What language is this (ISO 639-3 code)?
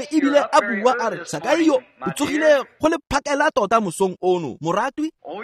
tsn